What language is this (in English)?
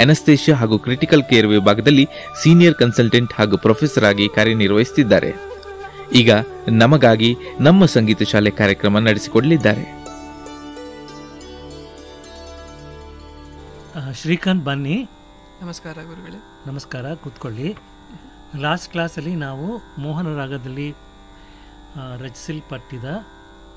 Kannada